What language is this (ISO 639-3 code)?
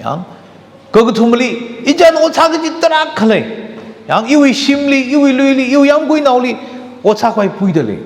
nmf